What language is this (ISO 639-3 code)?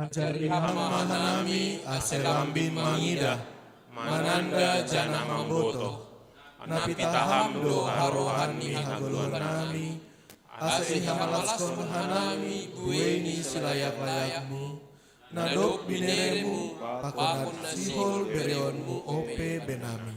bts